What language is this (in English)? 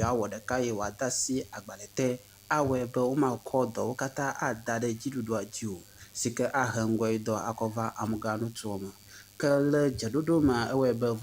Ewe